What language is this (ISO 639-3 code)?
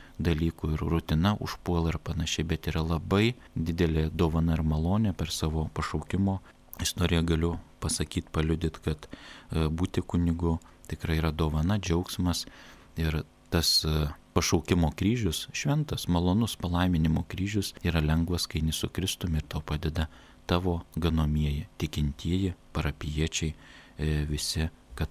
lit